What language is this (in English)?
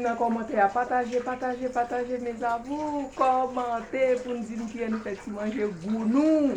Haitian Creole